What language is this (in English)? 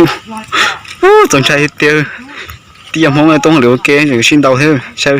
Hmong